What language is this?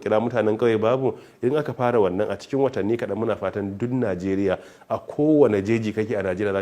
Hausa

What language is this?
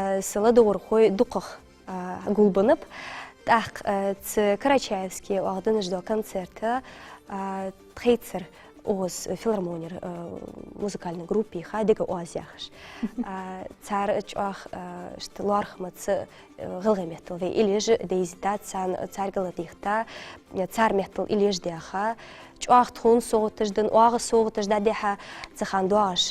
Ingush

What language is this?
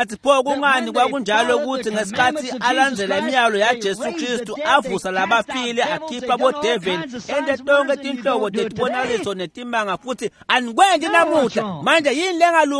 Swati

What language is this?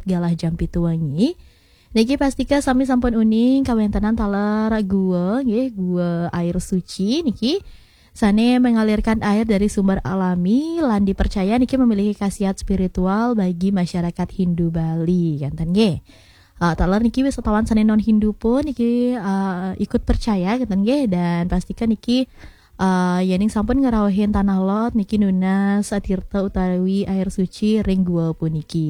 Balinese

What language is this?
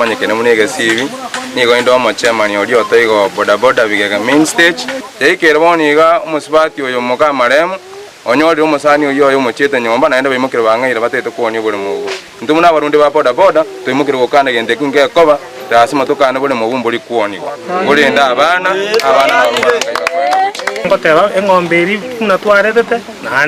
Gusii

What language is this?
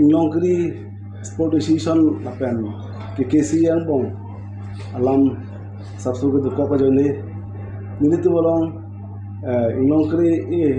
Karbi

